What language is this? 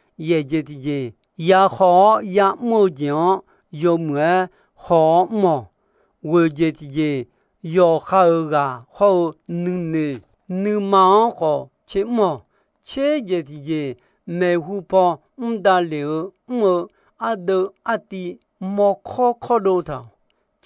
Akha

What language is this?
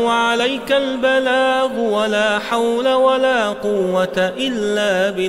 Arabic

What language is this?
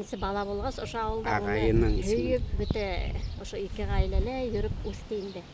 Bashkir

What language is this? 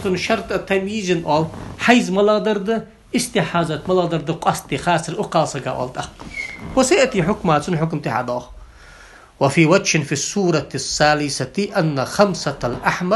Ingush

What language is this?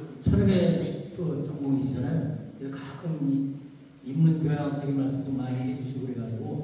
Korean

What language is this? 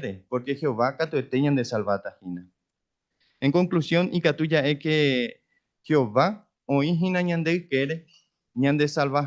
Guarani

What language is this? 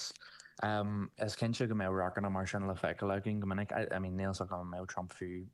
Irish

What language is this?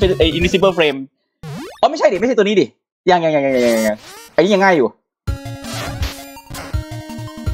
Thai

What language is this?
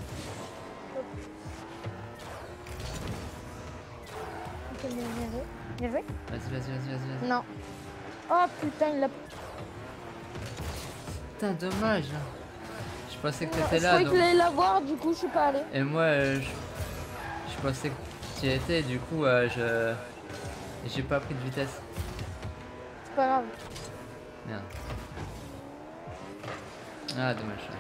French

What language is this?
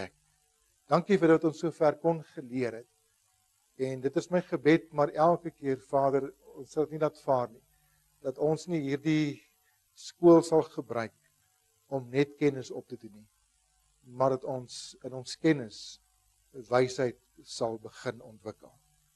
Afrikaans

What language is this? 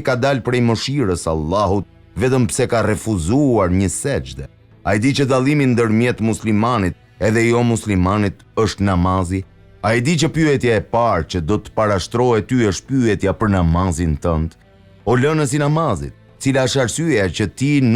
Albanian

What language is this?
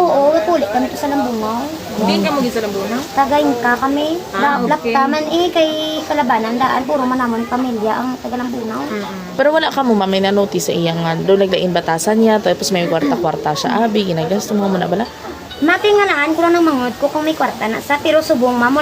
Hiligaynon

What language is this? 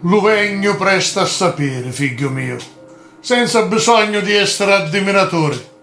Sicilian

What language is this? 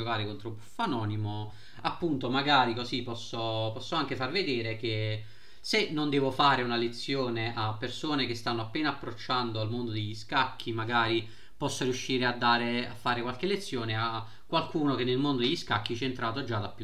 Italian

